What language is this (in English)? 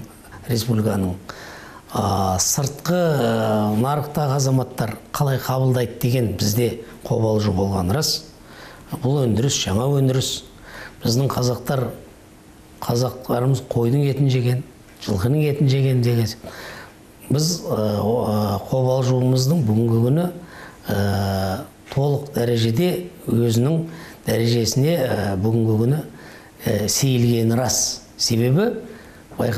Kazakh